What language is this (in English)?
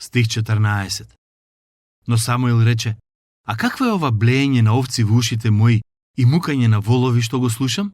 Macedonian